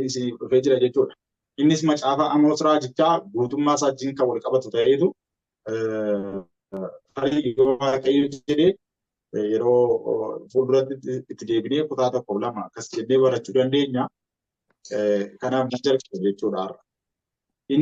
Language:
Oromo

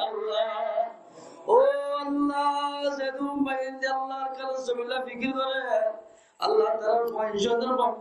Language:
Rohingya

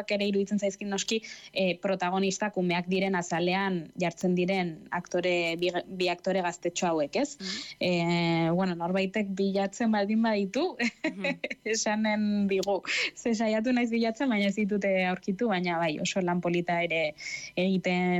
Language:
Basque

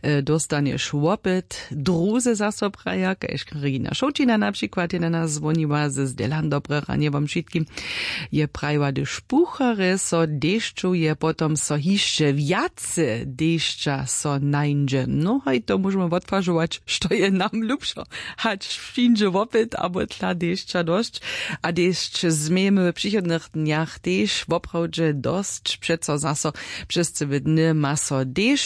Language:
Upper Sorbian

